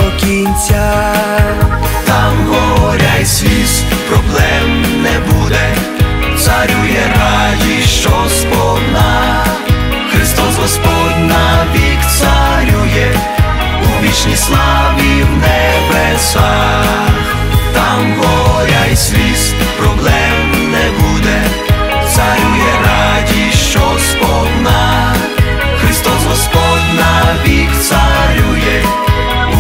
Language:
Ukrainian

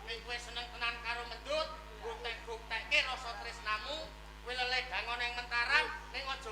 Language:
Javanese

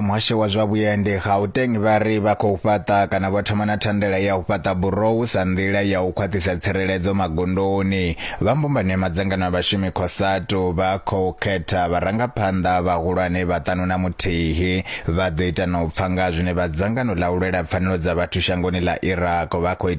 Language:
Venda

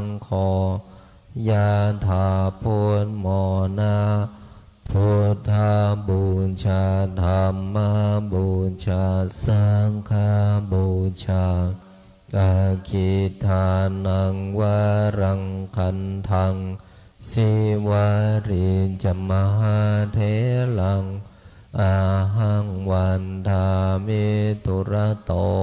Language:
Pali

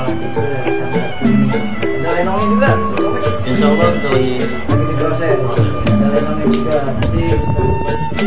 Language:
Betawi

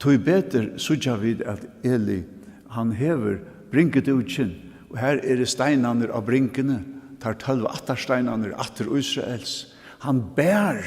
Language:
Faroese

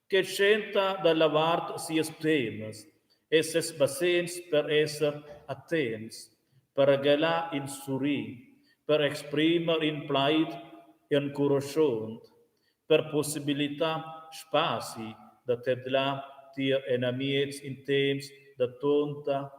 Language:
Romansh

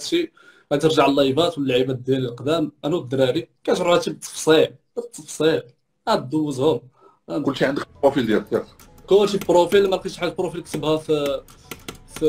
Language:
Moroccan Arabic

